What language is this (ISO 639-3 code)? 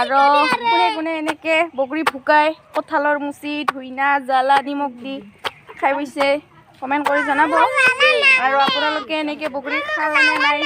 asm